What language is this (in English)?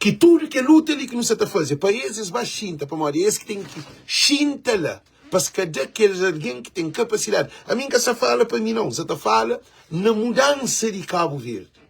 Kabuverdianu